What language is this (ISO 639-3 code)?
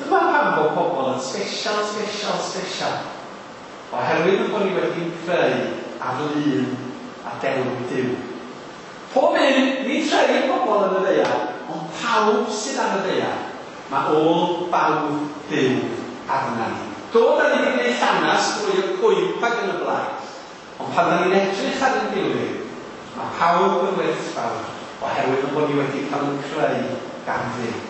cym